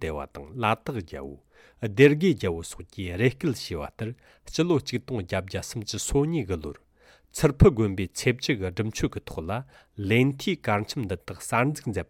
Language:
Tibetan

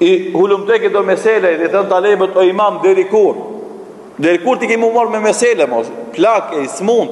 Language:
Albanian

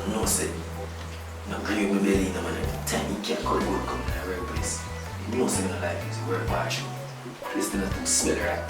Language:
Jamaican Creole English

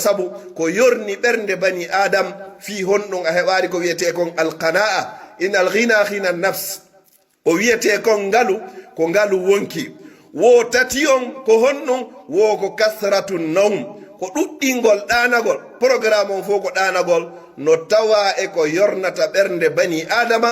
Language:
Pular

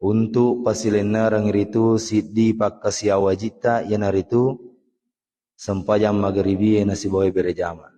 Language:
Buginese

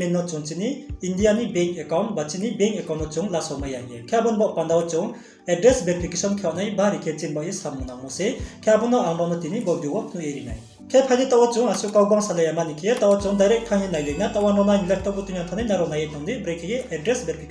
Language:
Riang (India)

